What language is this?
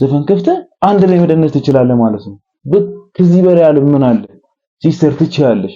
Amharic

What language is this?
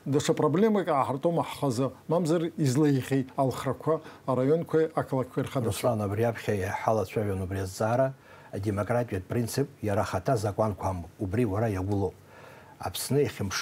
Abkhazian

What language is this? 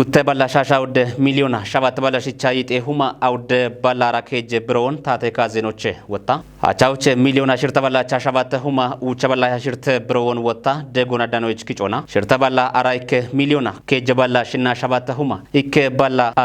Kafa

